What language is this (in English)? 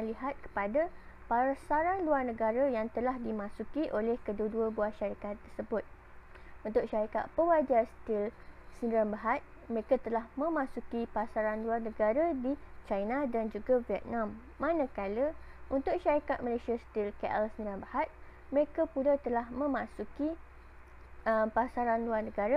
Malay